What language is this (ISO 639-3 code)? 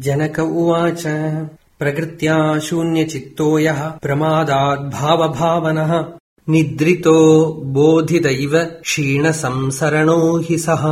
san